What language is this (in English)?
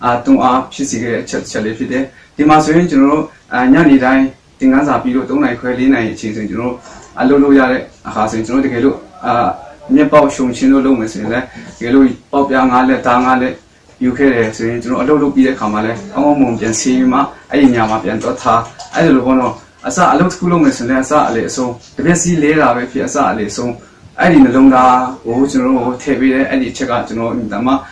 Burmese